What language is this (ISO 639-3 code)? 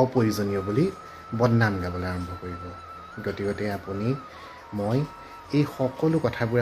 asm